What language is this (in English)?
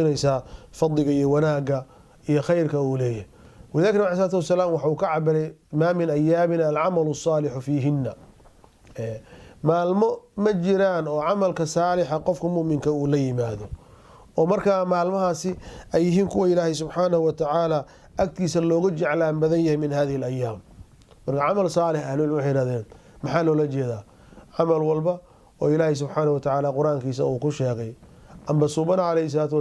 Somali